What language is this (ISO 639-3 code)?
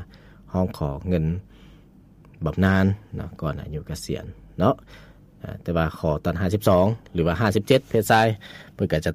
lao